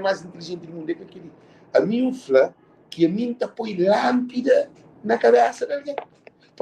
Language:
Kabuverdianu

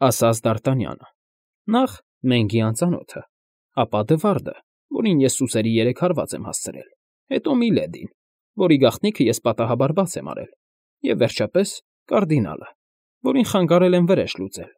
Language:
Armenian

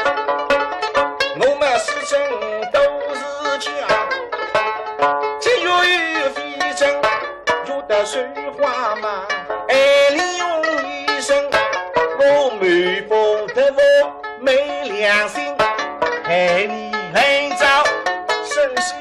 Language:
Wu Chinese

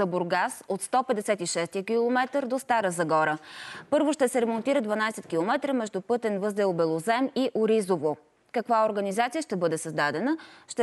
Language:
Bulgarian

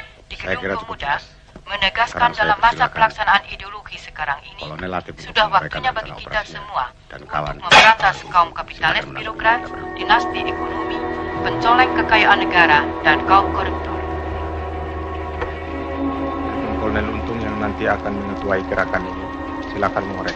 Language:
Indonesian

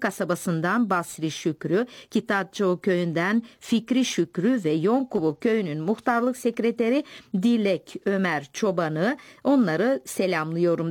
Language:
Turkish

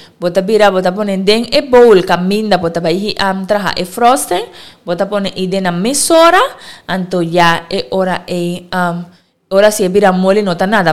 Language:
Papiamento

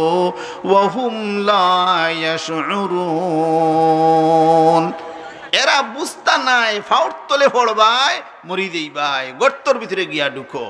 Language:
Sylheti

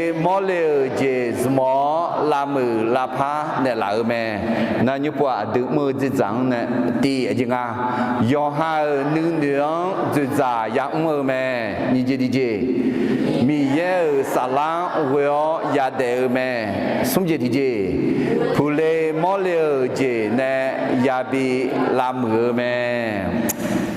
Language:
Akha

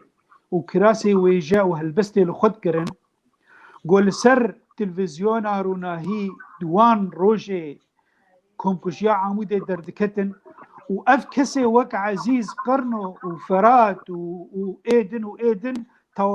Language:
Kurdish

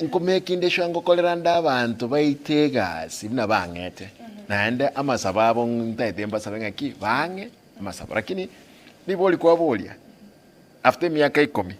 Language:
Gusii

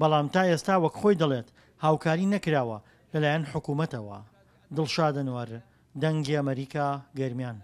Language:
Central Kurdish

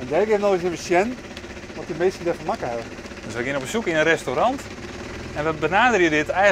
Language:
Western Frisian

